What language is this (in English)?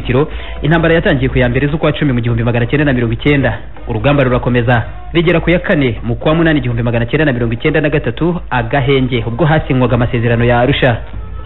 Kinyarwanda